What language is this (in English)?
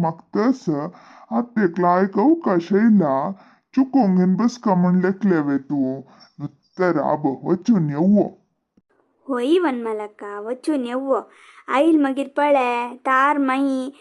Konkani